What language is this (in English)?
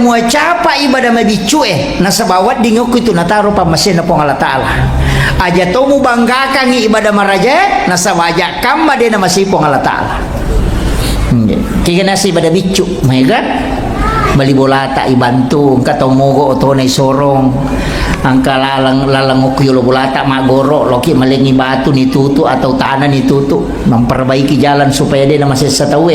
Buginese